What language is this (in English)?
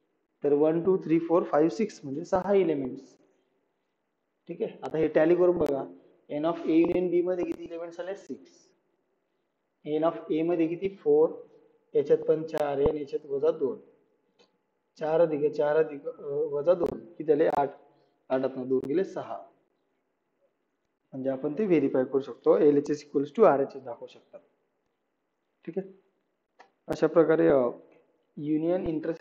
Marathi